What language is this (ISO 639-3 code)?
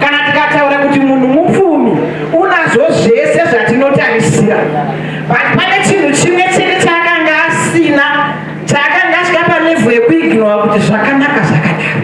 sna